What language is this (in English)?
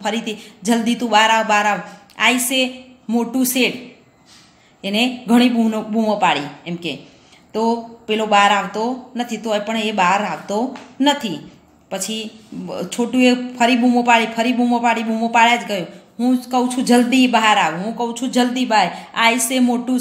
Gujarati